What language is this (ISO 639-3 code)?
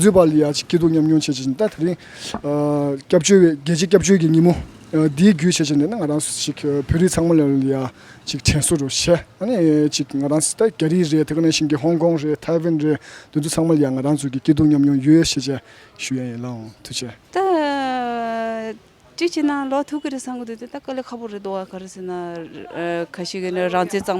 bod